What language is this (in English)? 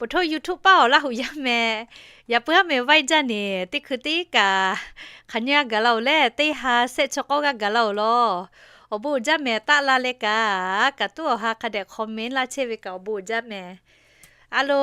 Lahu